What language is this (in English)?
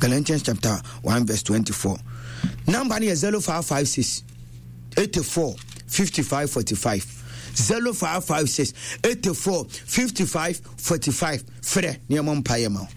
Akan